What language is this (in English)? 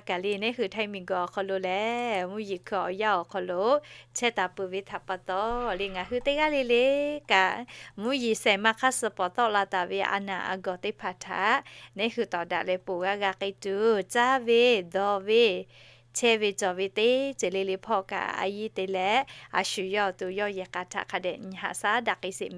Lahu